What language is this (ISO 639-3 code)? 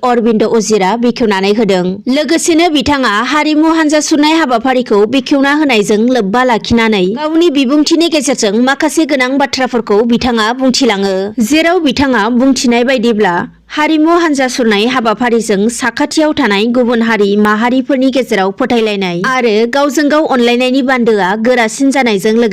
brx